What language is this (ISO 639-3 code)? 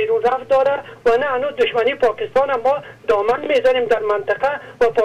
fas